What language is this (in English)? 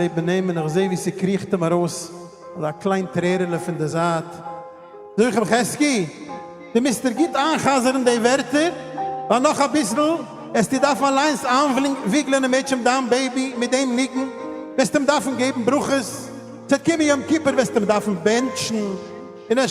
Yiddish